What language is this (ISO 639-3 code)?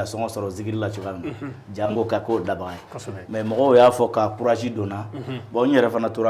bam